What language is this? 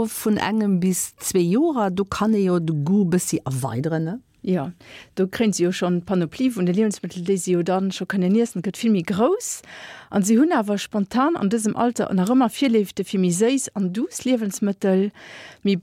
Luxembourgish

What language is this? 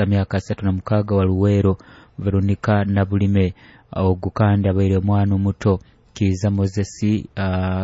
Nyoro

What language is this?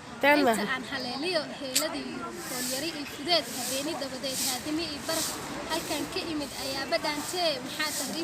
Somali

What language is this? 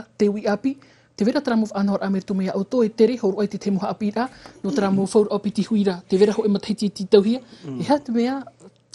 Tahitian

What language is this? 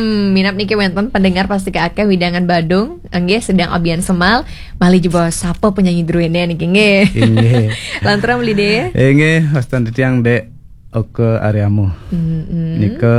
Balinese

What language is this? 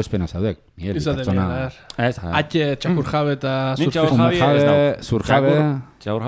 Basque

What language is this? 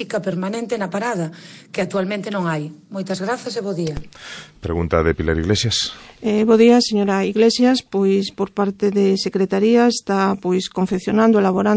Galician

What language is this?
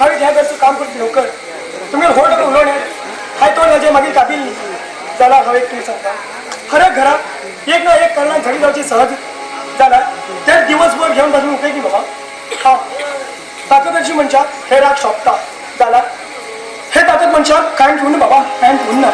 Konkani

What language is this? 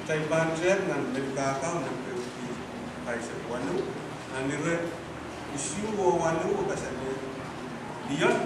Pohnpeian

